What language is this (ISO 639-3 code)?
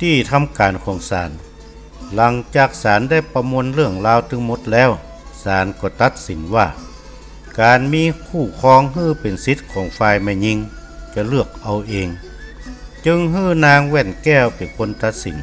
nod